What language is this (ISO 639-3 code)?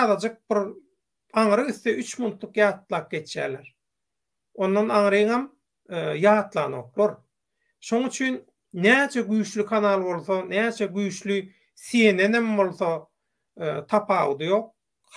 tuk